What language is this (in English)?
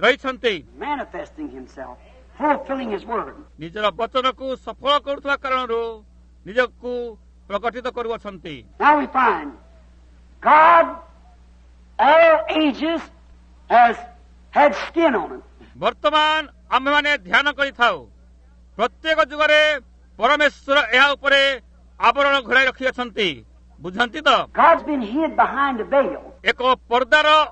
Odia